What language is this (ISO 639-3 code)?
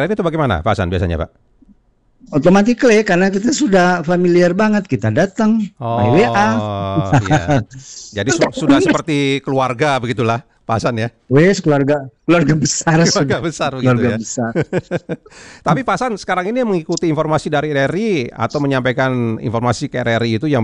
ind